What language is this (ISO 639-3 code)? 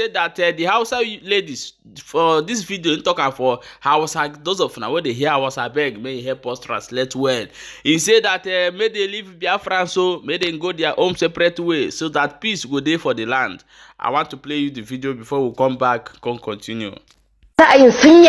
pcm